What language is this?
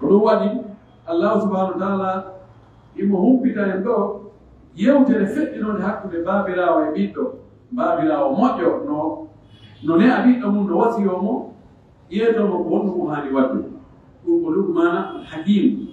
Pular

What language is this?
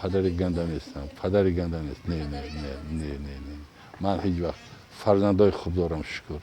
Tajik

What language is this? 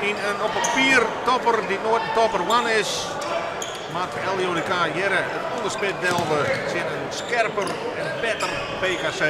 Western Frisian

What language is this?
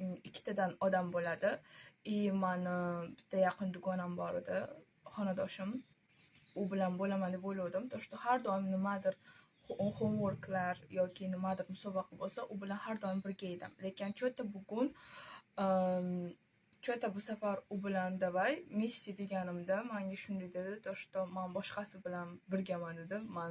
Uzbek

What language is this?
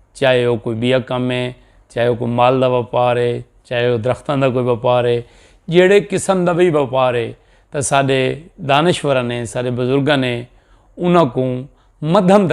Saraiki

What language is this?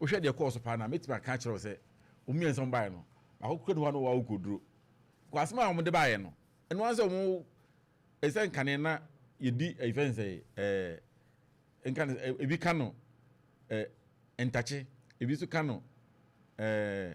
Akan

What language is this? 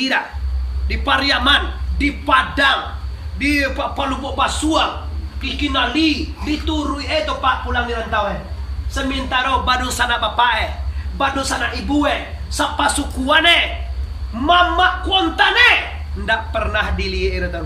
Minangkabau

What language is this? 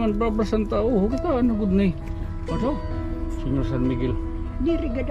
Waray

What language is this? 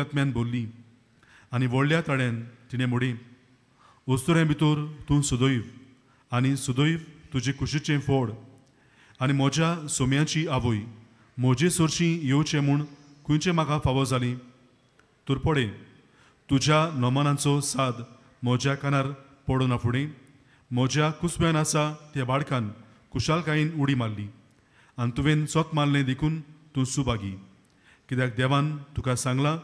Konkani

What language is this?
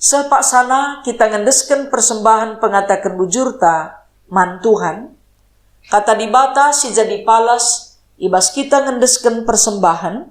Batak Karo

